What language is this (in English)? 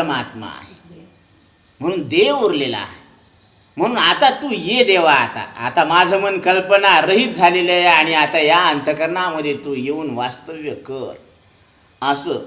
Marathi